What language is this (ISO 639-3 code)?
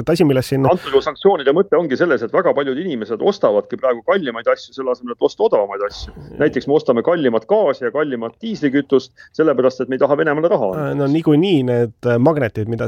est